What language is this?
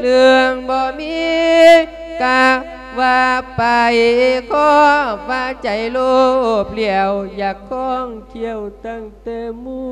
Lao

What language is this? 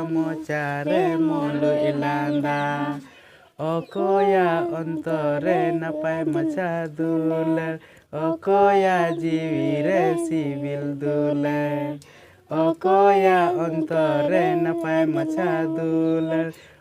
Santali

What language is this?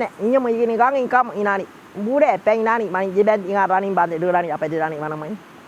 Waorani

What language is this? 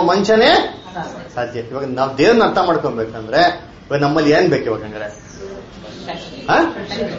Kannada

